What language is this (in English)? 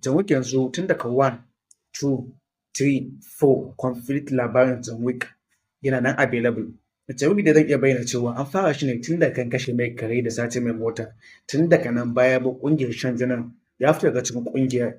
Hausa